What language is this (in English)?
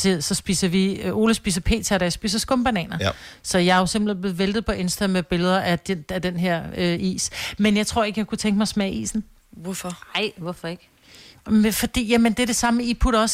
Danish